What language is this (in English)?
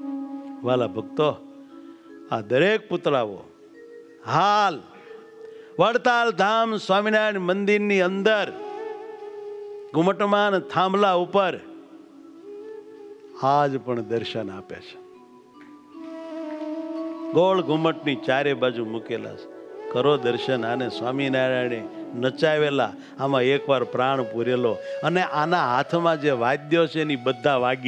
Gujarati